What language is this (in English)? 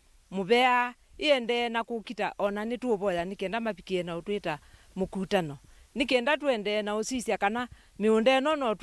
Kamba